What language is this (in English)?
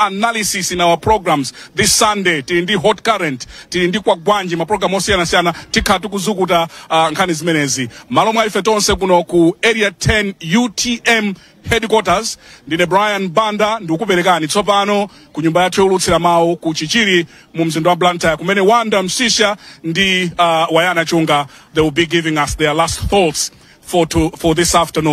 Nyanja